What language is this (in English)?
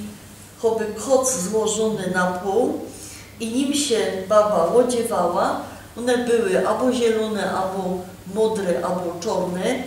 Silesian